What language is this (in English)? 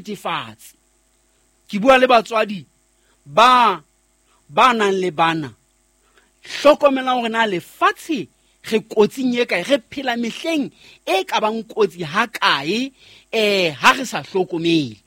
Southern Sotho